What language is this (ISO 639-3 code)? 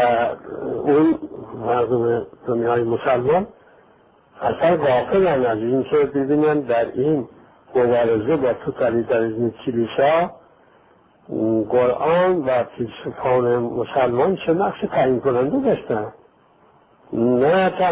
fas